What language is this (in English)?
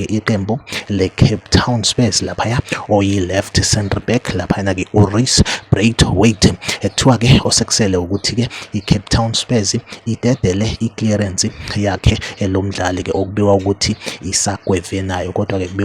Zulu